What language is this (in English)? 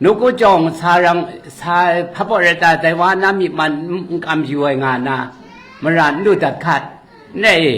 Kachin